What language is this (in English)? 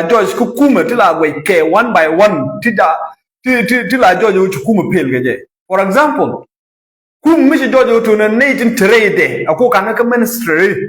Nuer